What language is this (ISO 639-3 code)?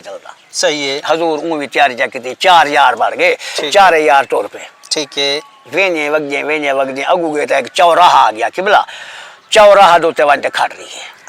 skr